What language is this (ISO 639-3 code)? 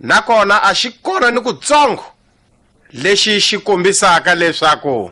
tso